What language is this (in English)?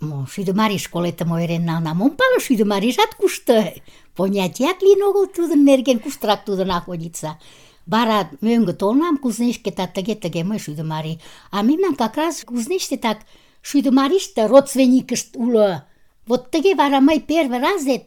Mari